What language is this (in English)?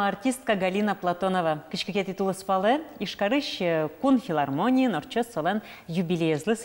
Udmurt